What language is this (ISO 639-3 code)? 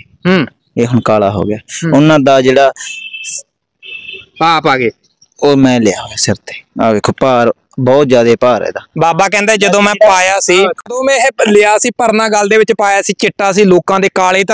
pan